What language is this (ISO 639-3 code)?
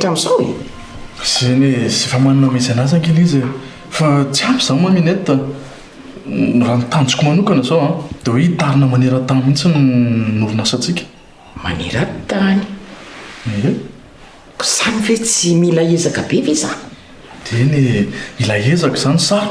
mlg